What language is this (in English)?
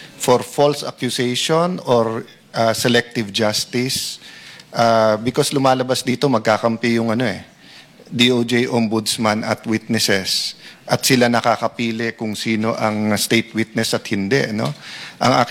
Filipino